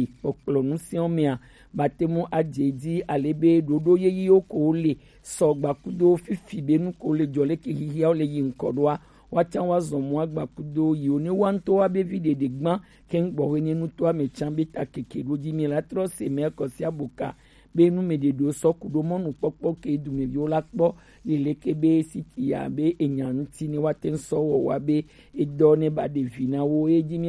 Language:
Gen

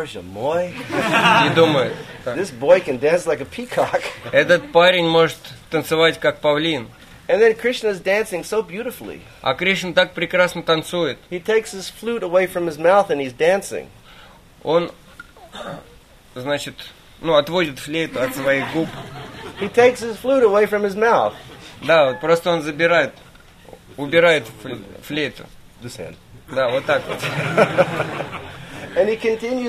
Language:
Russian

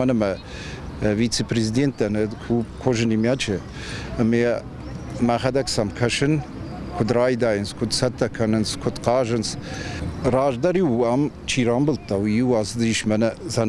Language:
Ossetic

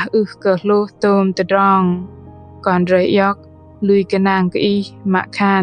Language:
Bahnar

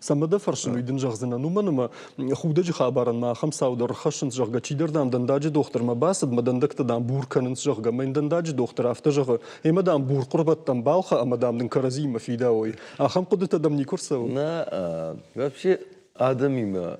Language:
Ossetic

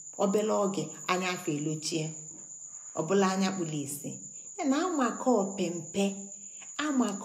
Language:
Igbo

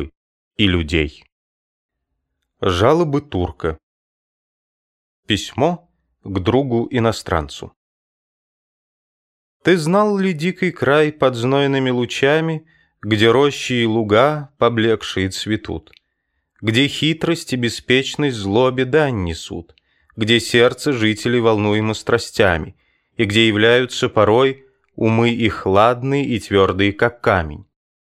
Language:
Russian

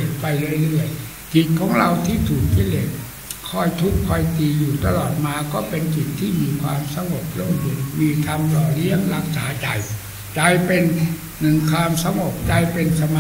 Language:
Thai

